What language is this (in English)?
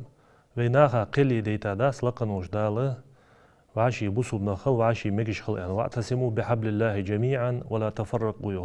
Ingush